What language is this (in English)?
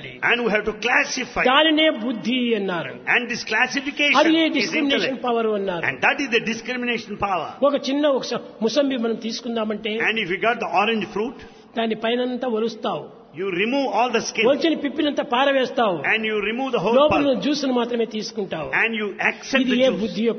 Telugu